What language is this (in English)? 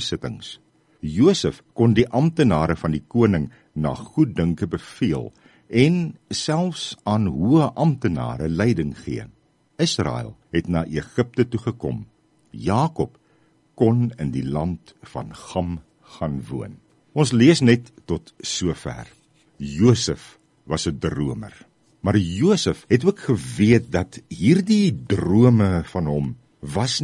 Afrikaans